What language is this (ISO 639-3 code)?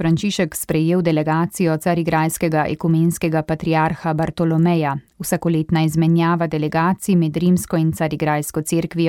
slv